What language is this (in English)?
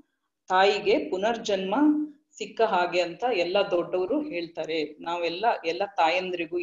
Kannada